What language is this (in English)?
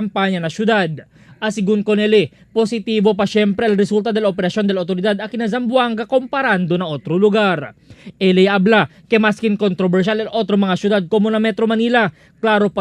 Chavacano